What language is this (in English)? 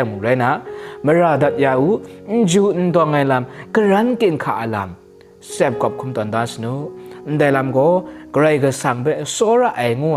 Kachin